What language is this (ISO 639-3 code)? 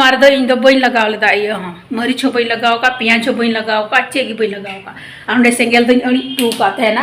sat